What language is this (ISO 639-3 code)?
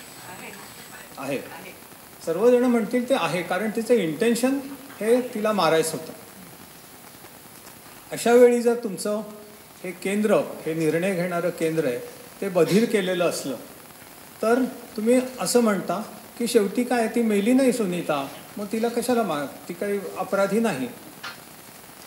mar